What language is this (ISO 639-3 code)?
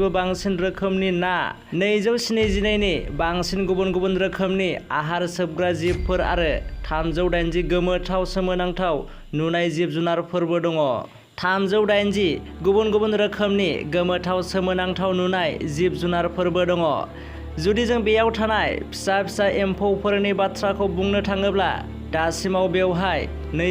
brx